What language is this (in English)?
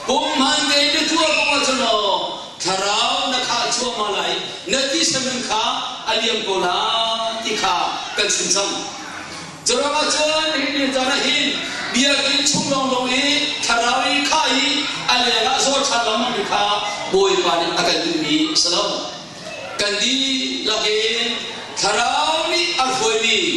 Hakha Chin